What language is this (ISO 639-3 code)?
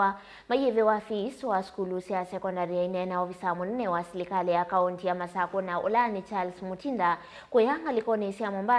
kam